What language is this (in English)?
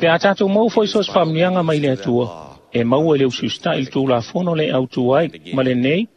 Samoan